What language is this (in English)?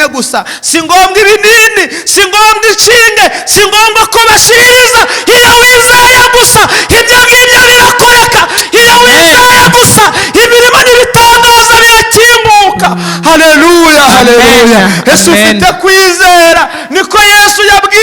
Kinyarwanda